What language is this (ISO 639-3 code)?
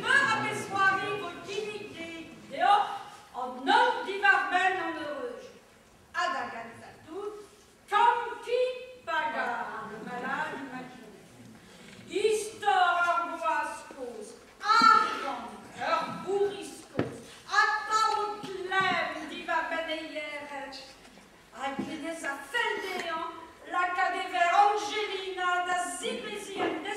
bre